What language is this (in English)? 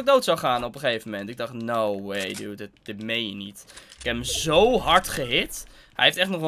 Dutch